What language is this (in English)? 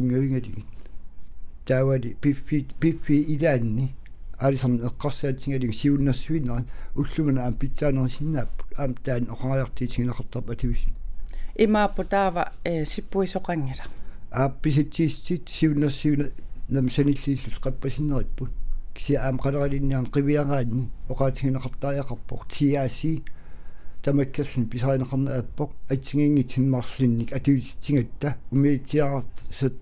Kalaallisut